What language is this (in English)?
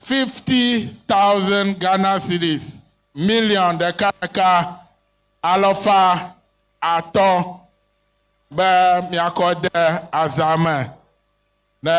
Ewe